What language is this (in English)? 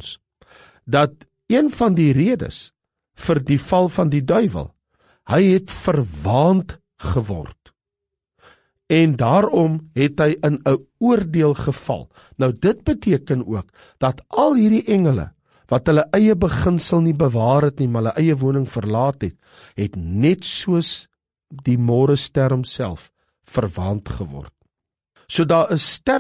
Afrikaans